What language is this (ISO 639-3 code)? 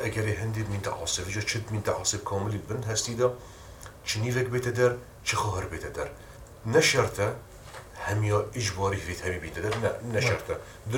fas